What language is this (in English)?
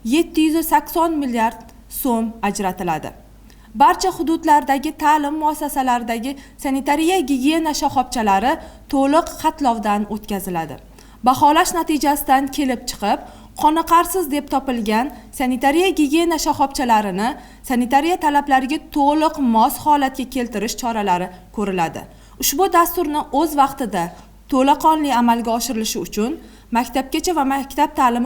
Uzbek